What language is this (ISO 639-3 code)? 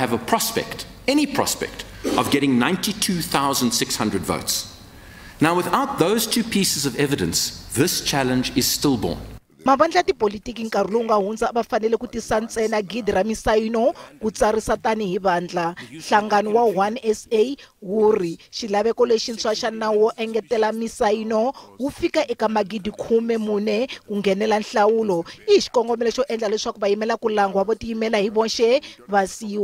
tso